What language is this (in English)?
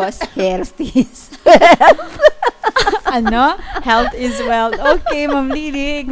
Hiligaynon